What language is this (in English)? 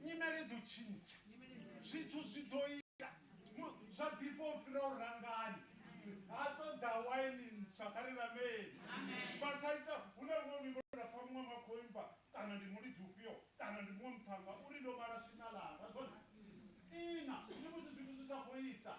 Venda